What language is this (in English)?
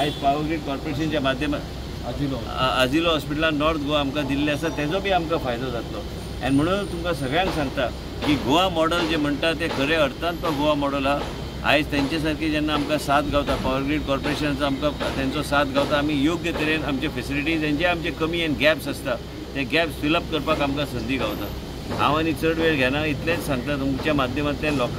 Konkani